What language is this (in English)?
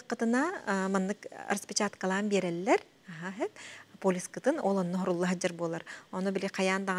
Yakut